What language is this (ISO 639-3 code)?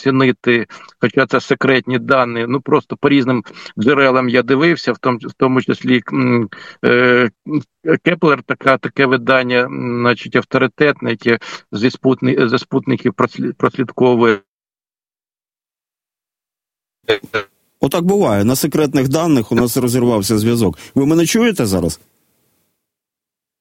ukr